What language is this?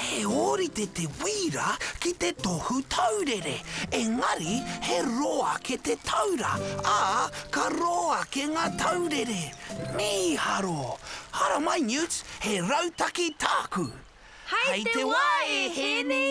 Māori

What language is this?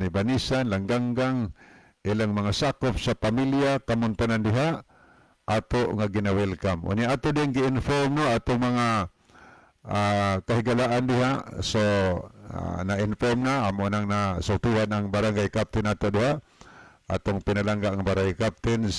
Cebuano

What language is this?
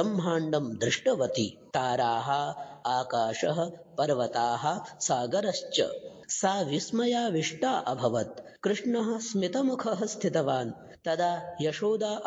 Sanskrit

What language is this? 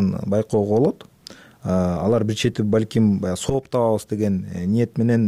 Kyrgyz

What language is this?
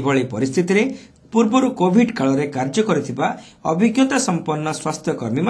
Odia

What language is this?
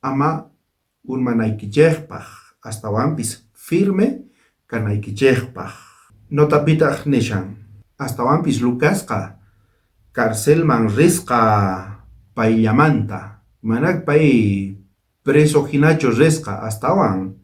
South Bolivian Quechua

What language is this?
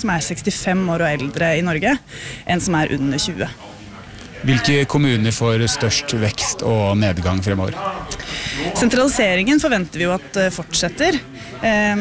Norwegian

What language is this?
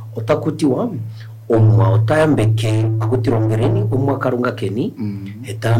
Kuanyama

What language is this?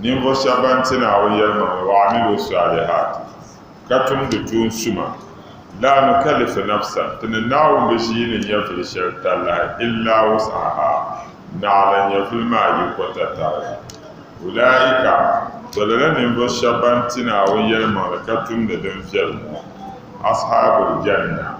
Dagbani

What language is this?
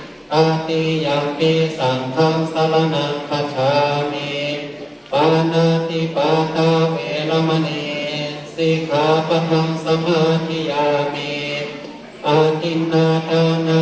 Pali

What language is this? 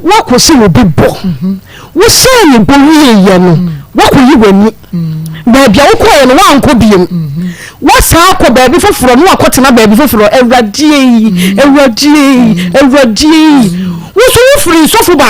Akan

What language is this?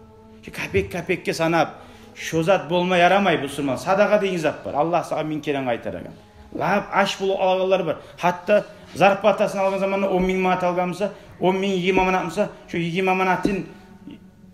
Kumyk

